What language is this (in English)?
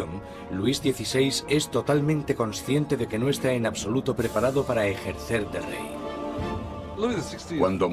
Spanish